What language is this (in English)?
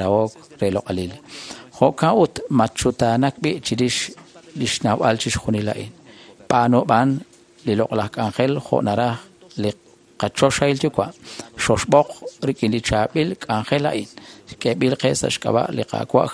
Kekchí